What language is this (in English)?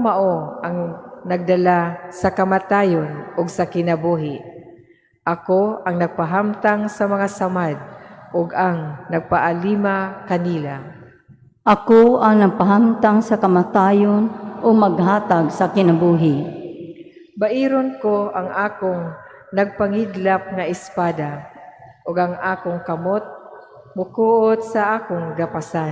Cebuano